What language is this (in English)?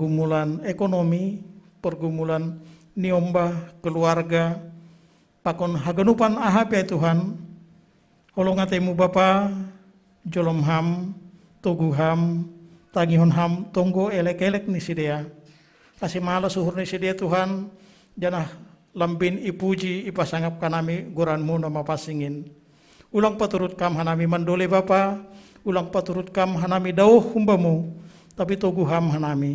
Batak Simalungun